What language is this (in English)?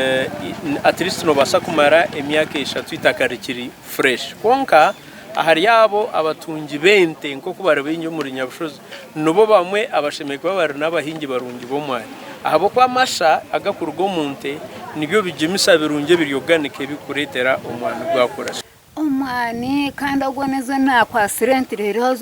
Nyankole